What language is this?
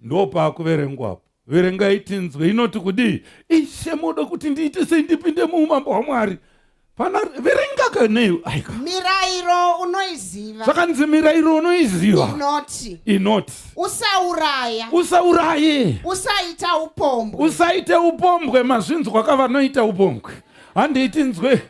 Shona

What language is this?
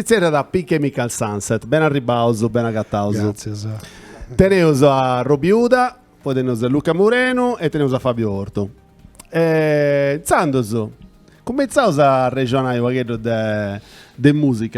Sardinian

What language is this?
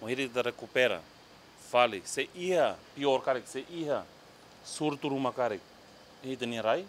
Tetum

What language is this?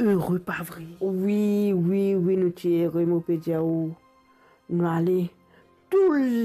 Morisyen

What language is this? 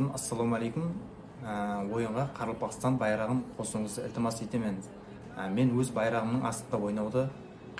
Kara-Kalpak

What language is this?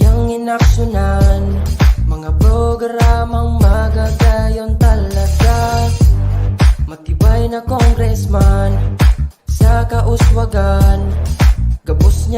Bikol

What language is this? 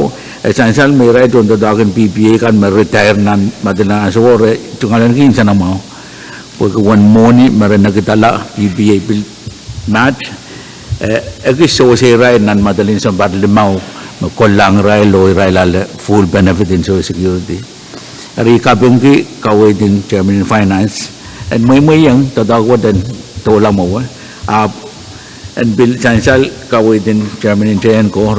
Pohnpeian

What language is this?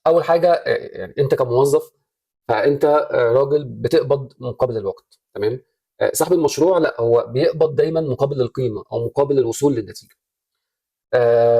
Egyptian Arabic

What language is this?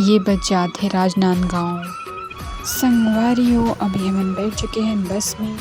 Chhattisgarhi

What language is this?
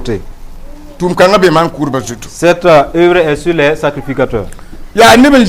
Mossi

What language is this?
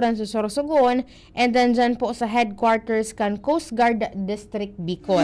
Bikol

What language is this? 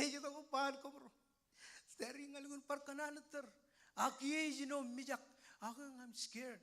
Marshallese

